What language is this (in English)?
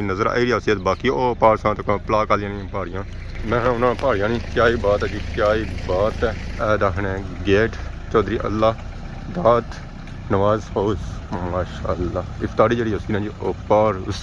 Pahari-Potwari